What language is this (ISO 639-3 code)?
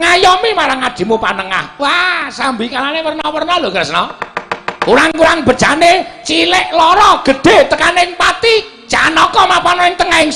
jav